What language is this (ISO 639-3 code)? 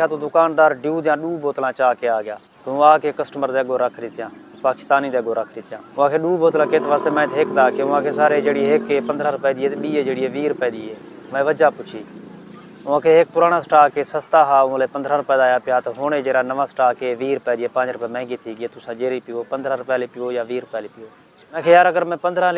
skr